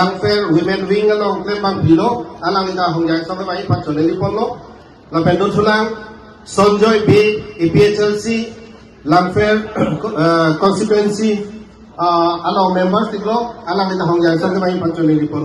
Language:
Karbi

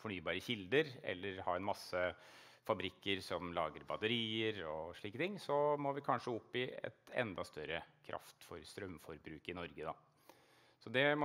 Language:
Norwegian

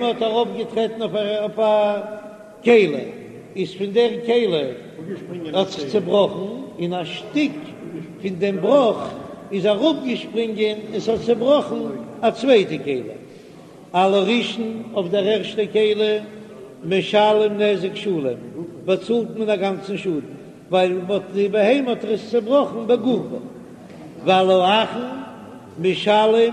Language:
Yiddish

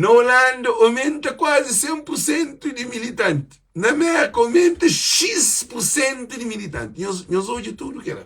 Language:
Kabuverdianu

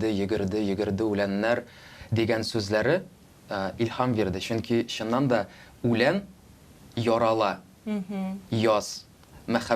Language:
Tatar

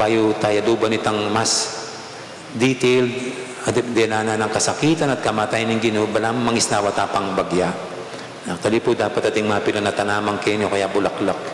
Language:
Pampanga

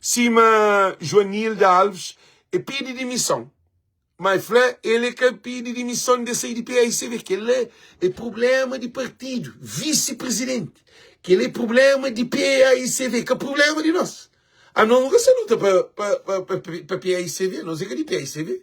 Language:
Kabuverdianu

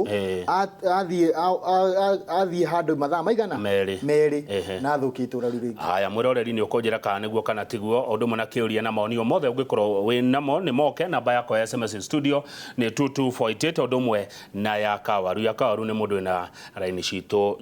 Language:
Kikuyu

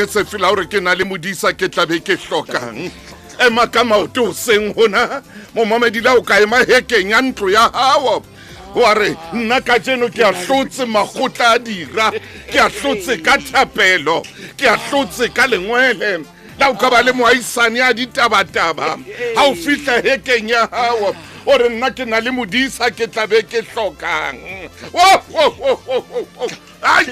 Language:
Southern Sotho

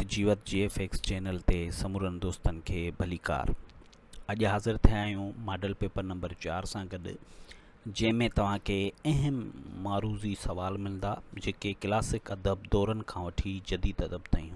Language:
Sindhi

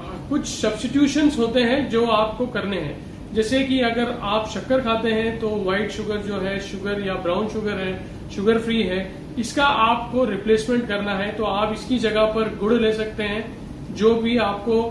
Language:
Hindi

